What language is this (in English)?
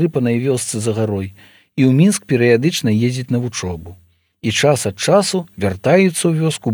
Belarusian